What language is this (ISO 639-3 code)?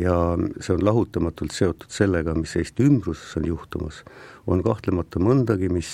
est